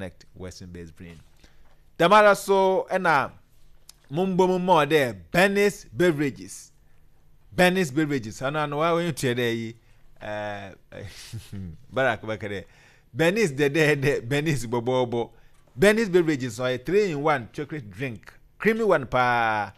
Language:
Akan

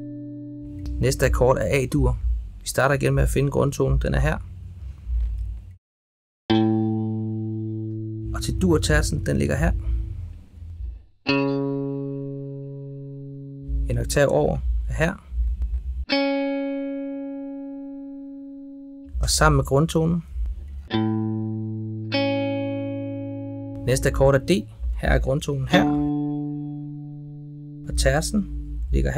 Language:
Danish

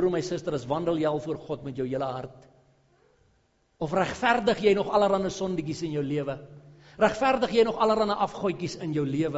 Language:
Afrikaans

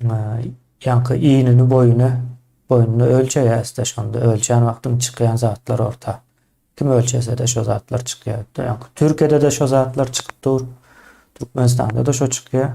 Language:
Turkmen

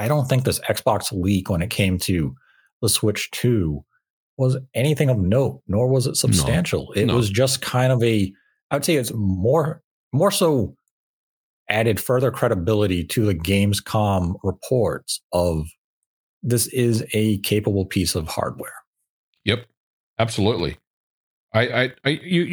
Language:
English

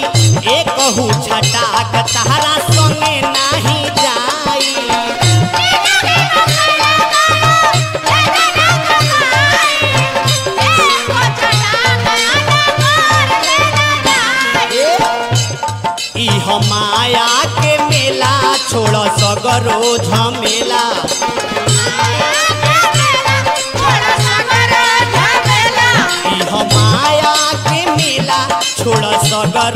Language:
Bhojpuri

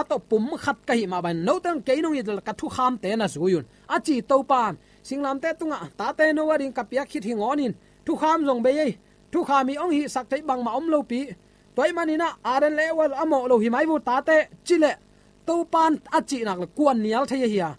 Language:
Tedim Chin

